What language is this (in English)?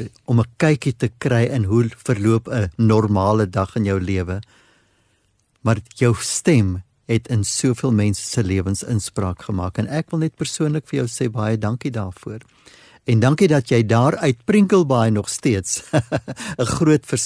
Afrikaans